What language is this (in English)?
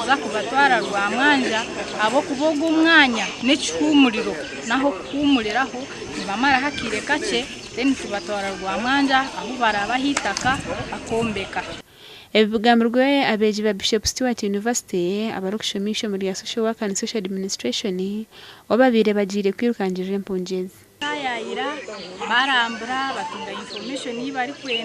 Nyankole